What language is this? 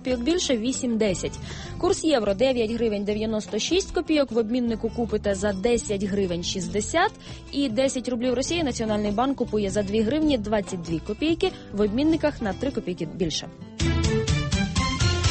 Ukrainian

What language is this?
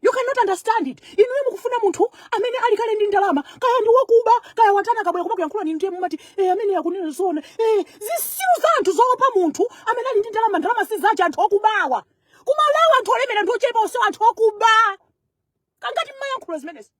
Nyanja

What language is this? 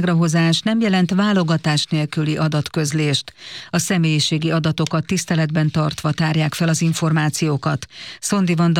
Hungarian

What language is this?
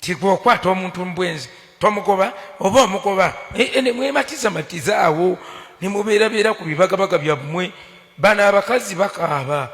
Ganda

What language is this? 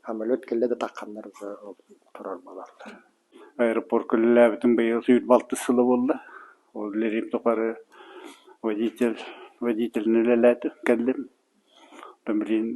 Yakut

